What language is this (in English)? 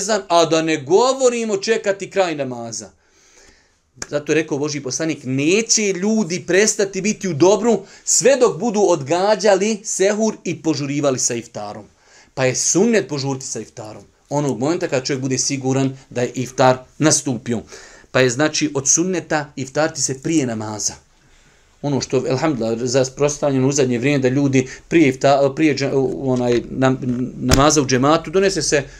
Bosnian